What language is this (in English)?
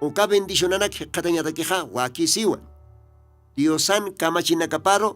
Aymara